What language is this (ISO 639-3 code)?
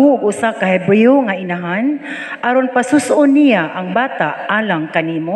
ceb